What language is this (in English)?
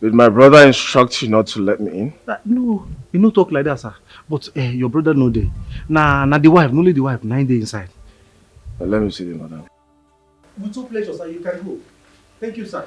Nigerian Pidgin